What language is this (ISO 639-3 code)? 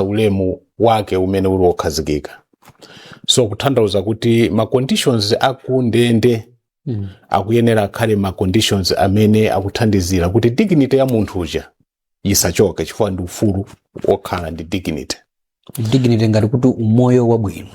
nya